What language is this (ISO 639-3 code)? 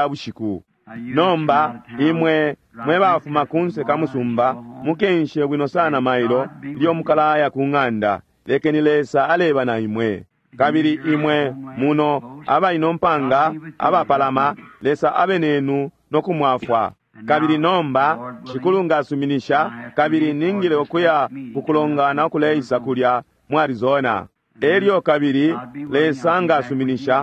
bem